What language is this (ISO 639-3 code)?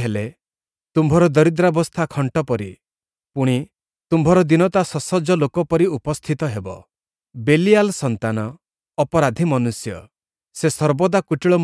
ori